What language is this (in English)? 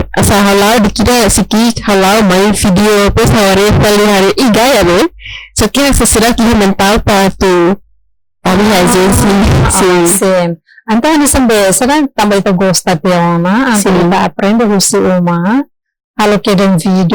Tetum